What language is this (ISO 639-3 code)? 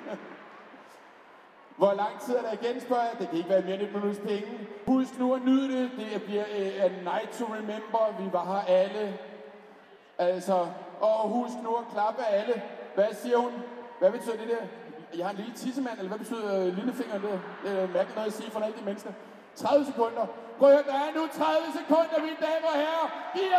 dan